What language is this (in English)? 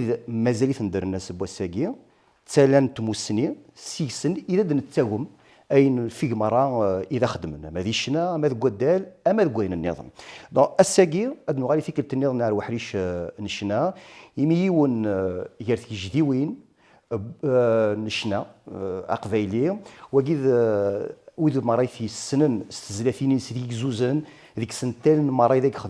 Kabyle